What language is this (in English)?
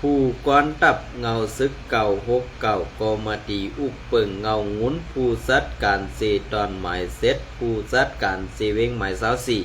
Shan